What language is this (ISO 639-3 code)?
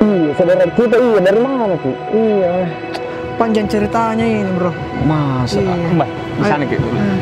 mfp